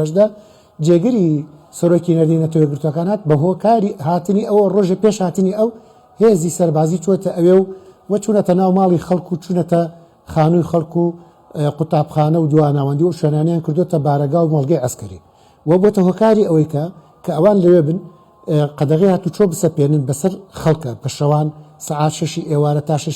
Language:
Central Kurdish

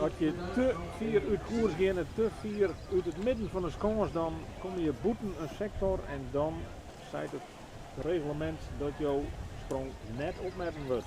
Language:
Western Frisian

